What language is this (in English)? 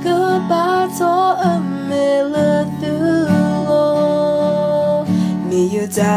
S'gaw Karen